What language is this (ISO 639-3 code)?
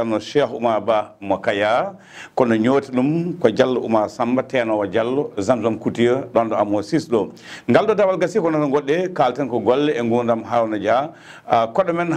ful